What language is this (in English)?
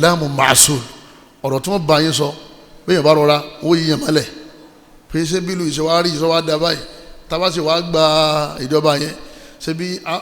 Yoruba